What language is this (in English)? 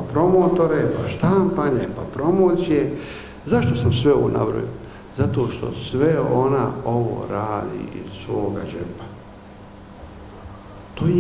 Bosnian